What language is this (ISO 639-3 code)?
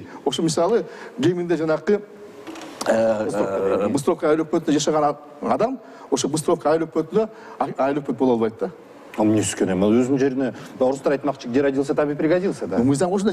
kir